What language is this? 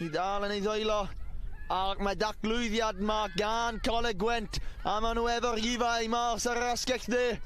Welsh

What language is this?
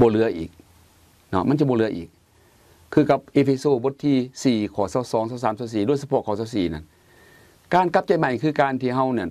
Lao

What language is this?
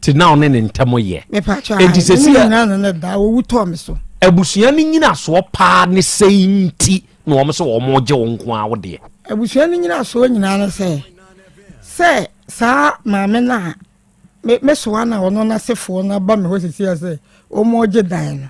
Akan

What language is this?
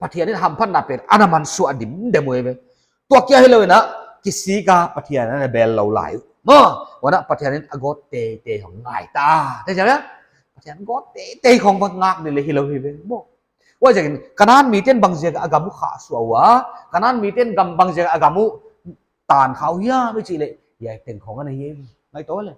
Paite Chin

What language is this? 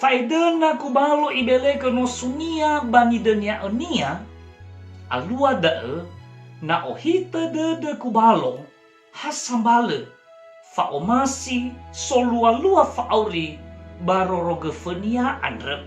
Nias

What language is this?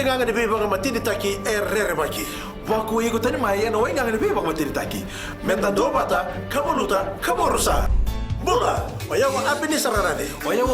Fijian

